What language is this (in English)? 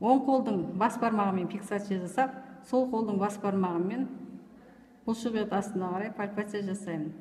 Kazakh